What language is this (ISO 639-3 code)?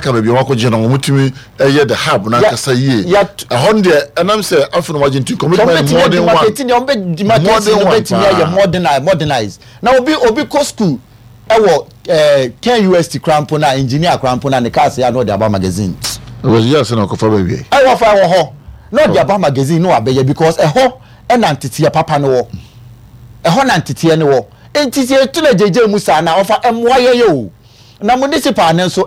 aka